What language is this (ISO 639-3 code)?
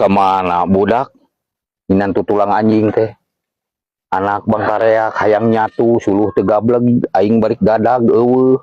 sun